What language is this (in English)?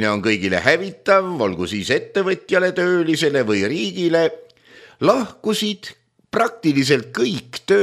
Estonian